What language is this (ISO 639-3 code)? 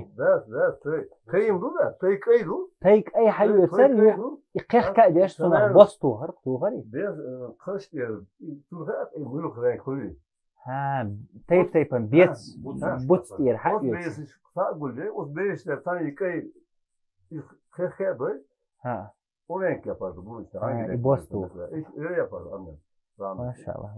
che